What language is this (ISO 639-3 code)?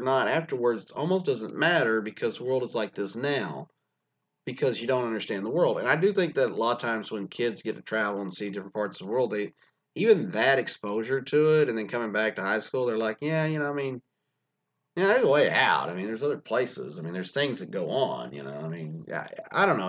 eng